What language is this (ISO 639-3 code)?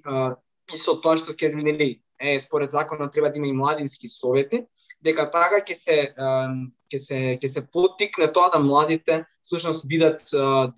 mkd